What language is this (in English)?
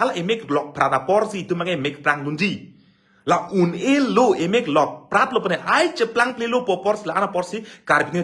Karbi